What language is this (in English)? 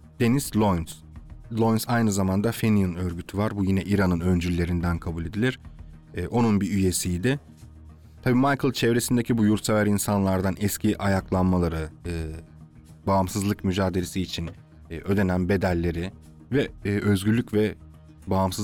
Turkish